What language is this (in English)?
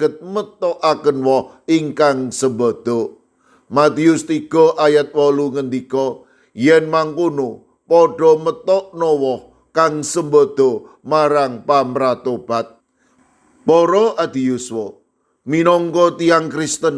Javanese